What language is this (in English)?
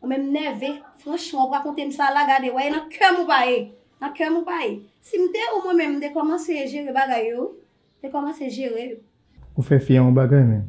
Haitian Creole